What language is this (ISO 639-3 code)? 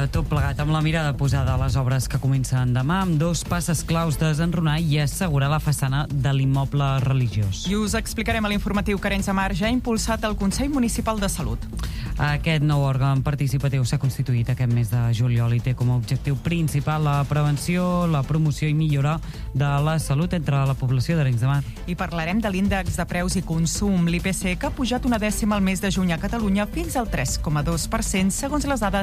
cat